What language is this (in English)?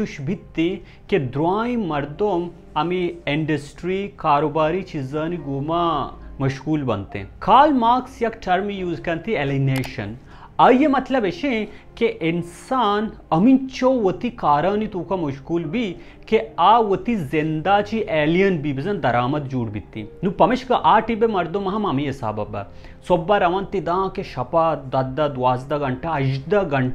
Baluchi